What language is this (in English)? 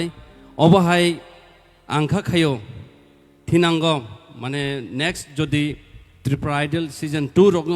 Kok Borok